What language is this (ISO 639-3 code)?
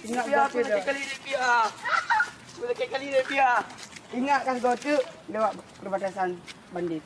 ace